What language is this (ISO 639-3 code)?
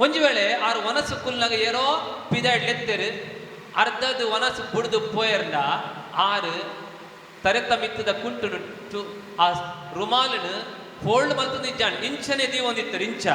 tcy